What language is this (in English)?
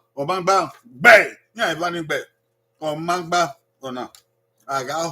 Bini